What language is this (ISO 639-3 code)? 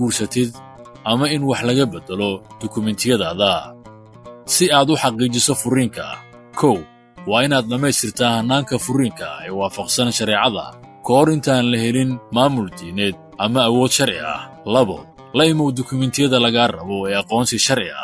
som